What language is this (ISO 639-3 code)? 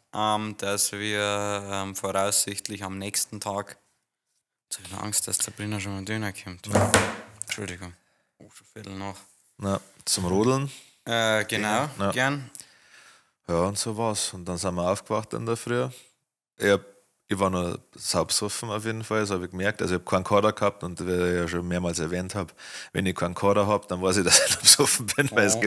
bar